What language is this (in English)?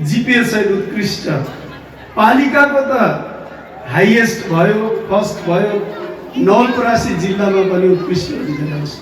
Nepali